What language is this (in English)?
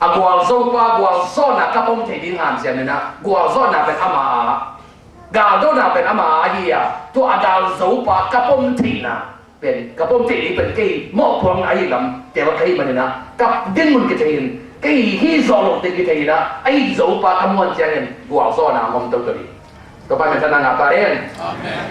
Tedim Chin